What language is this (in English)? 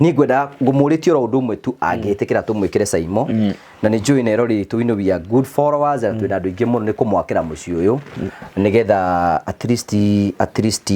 Kikuyu